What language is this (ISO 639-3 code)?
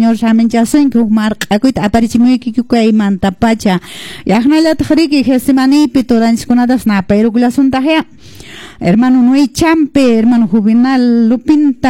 que